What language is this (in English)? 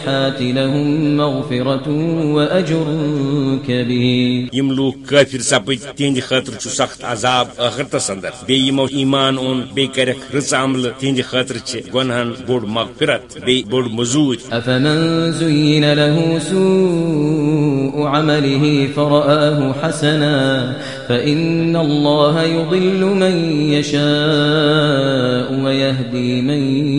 Kashmiri